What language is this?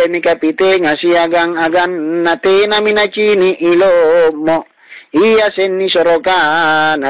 Makasar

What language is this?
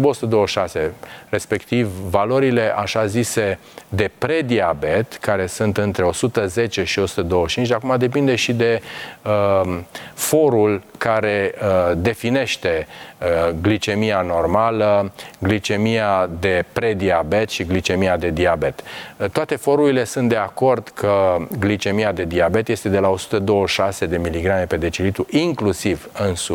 Romanian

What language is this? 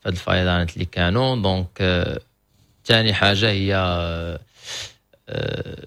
Moroccan Arabic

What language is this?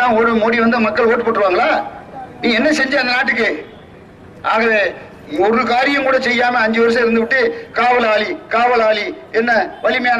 Tamil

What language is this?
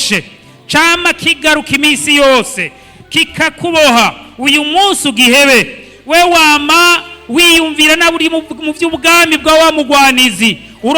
Rundi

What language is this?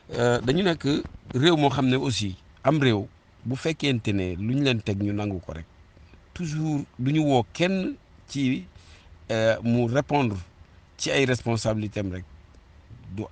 Wolof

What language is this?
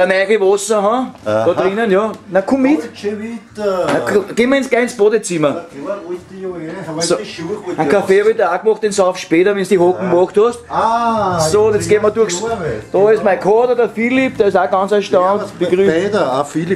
Bavarian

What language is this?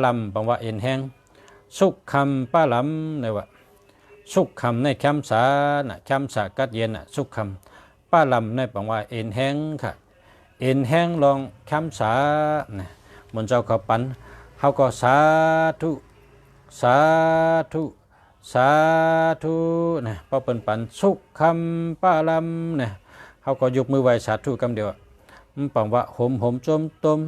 Shan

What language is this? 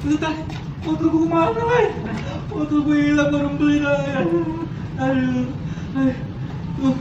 Betawi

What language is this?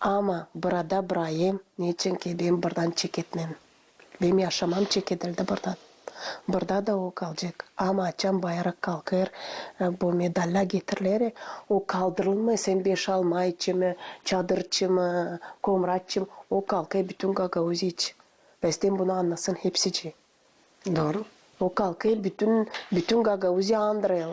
Gagauz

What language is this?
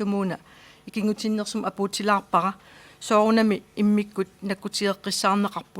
Kalaallisut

